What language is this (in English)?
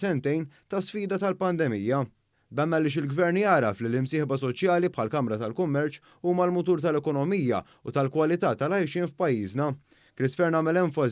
Maltese